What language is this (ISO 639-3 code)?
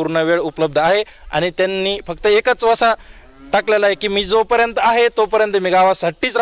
mar